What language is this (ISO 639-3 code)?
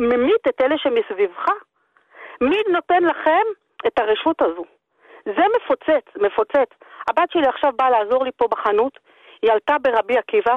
heb